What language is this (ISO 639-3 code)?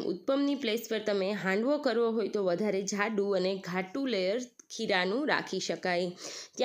guj